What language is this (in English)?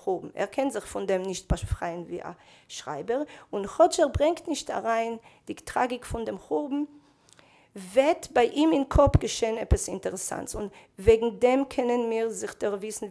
Yiddish